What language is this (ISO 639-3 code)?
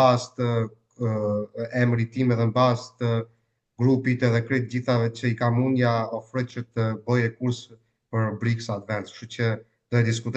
sqi